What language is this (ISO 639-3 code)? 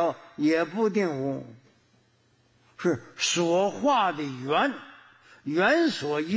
zho